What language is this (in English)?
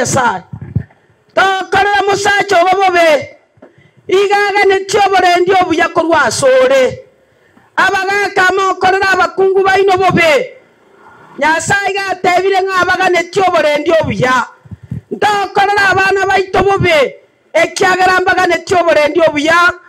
Gusii